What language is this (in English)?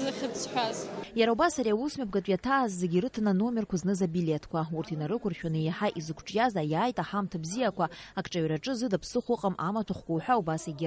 Abkhazian